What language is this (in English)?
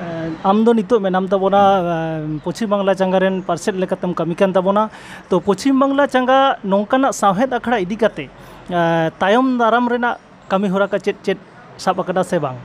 Santali